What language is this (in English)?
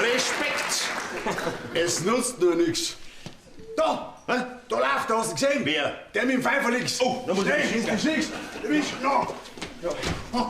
Bavarian